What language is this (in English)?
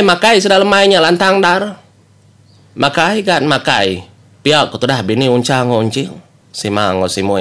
Iban